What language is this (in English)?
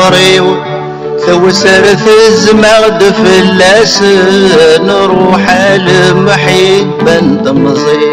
Kabyle